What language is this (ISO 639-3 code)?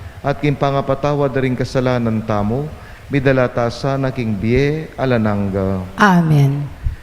pam